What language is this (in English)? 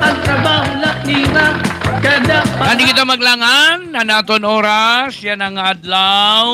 Waray